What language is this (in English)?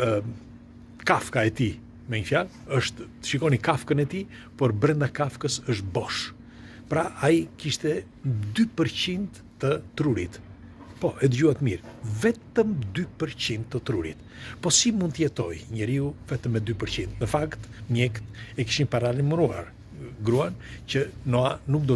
Albanian